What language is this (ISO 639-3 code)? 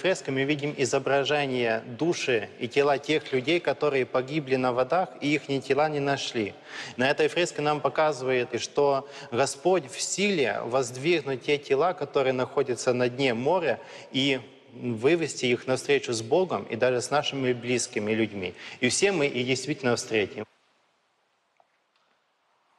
rus